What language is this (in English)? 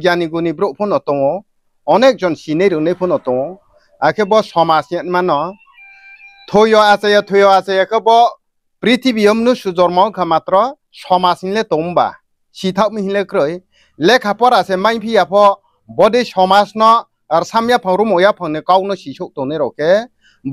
Riang (India)